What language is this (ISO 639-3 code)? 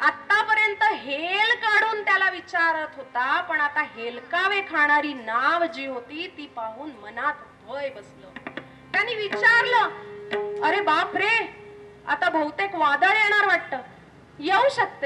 mar